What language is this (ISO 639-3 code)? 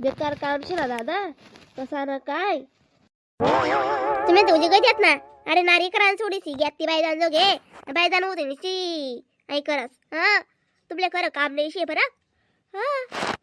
khn